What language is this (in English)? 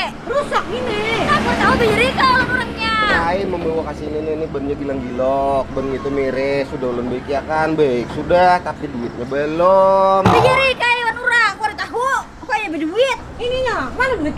Banjar